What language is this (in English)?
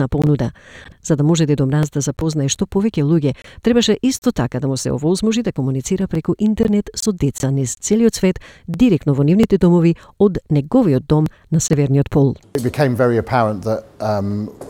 Macedonian